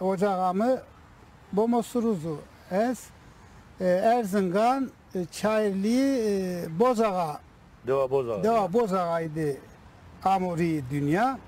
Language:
Zaza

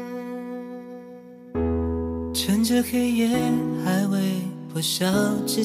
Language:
Chinese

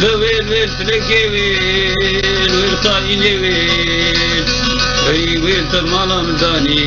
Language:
Kurdish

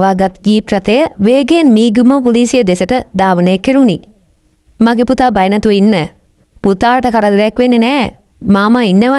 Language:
Sinhala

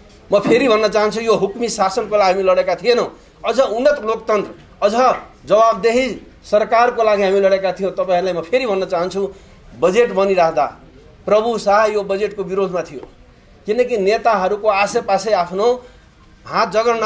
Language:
Nepali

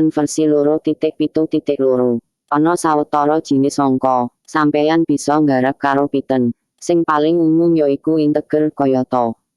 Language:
Javanese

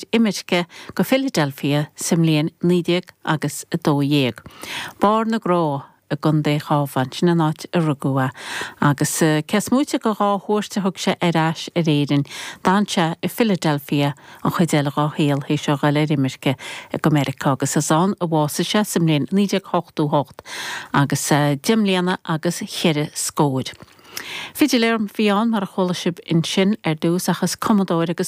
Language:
Irish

